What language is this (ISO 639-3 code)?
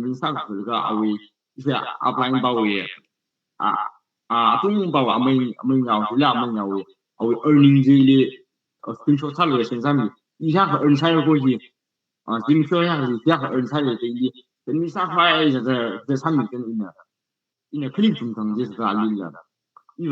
nmf